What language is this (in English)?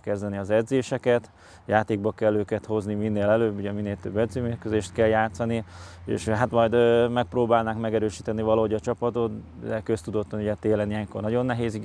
Hungarian